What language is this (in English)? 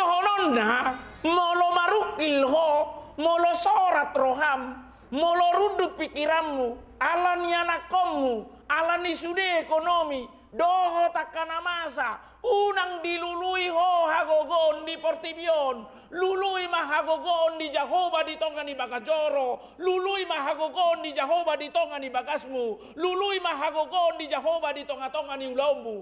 Batak Toba